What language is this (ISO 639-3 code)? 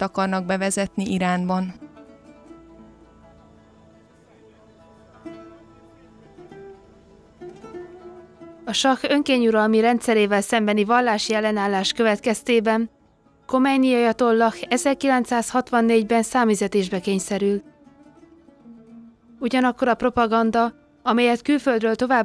hun